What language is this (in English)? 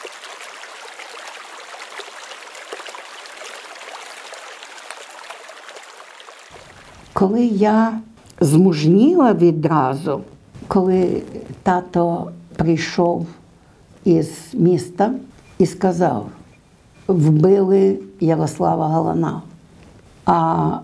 Ukrainian